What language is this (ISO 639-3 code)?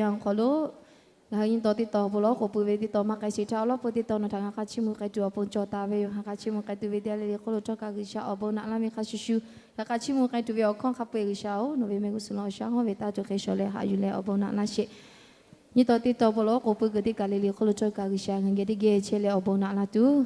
lhu